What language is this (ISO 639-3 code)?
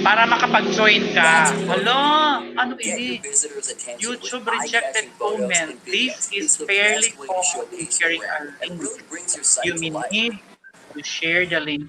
war